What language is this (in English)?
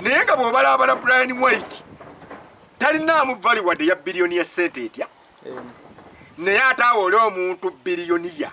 Ganda